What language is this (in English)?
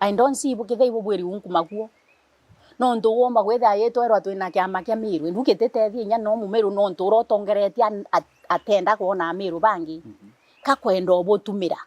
Meru